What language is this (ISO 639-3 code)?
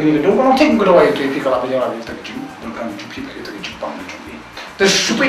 kha